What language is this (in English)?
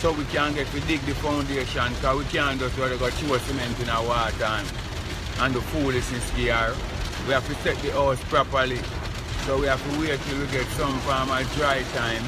Jamaican Creole English